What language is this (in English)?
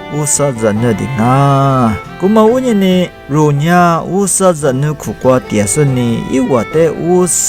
Lisu